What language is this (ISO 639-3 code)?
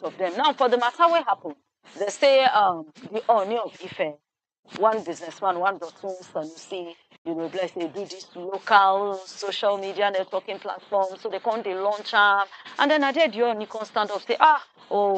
pcm